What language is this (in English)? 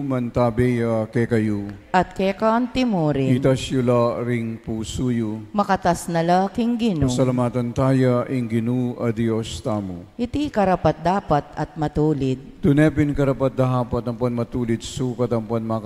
Pampanga